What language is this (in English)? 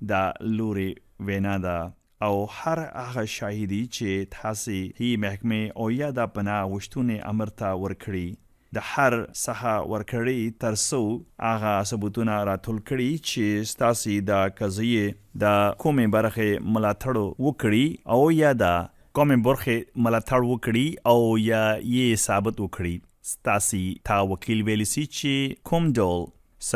Pashto